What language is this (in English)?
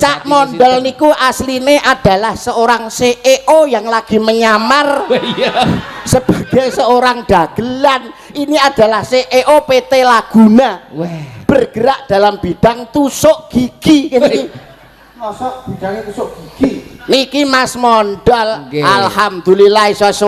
Javanese